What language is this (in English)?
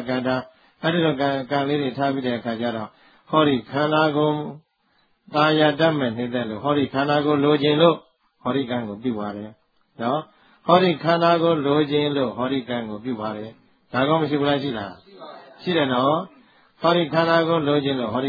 Burmese